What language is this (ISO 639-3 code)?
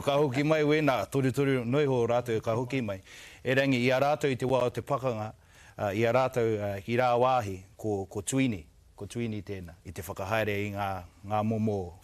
mri